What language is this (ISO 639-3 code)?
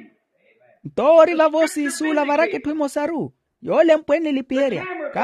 vmw